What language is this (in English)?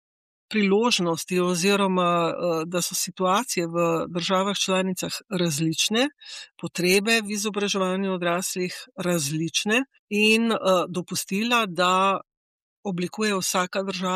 Slovenian